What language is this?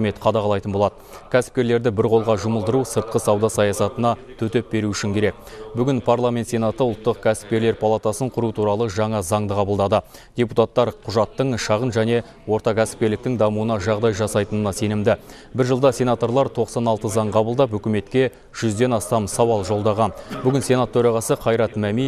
Kazakh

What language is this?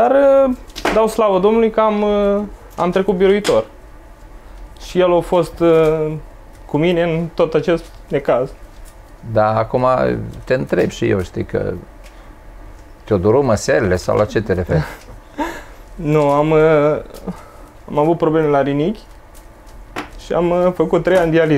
Romanian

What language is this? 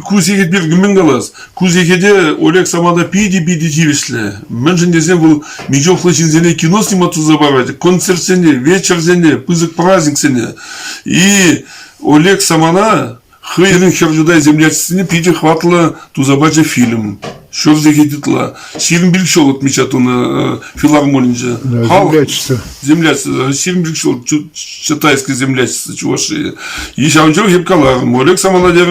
Chuvash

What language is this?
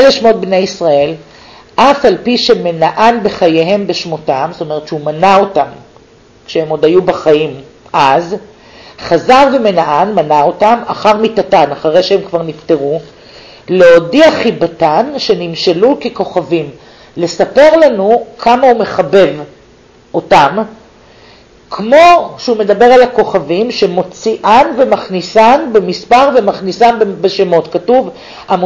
Hebrew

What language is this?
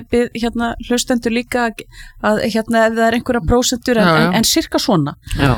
Icelandic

